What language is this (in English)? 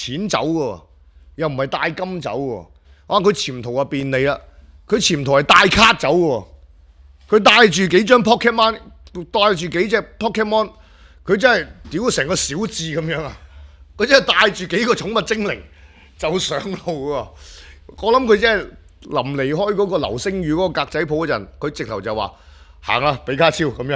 Cantonese